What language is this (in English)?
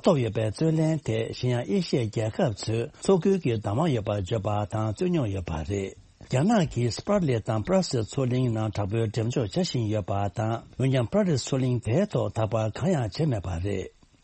Tibetan